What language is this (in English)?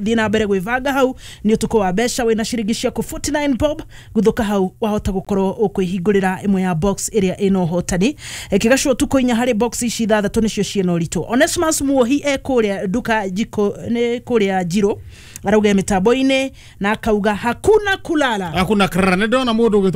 Kikuyu